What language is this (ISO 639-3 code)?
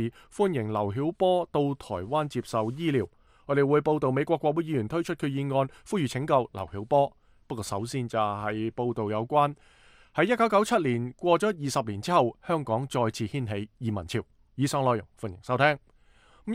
yue